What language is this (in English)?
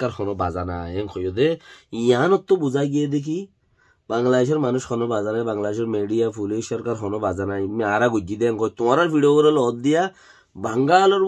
Rohingya